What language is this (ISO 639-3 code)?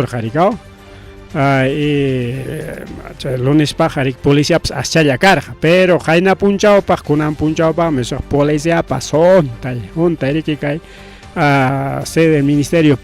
quy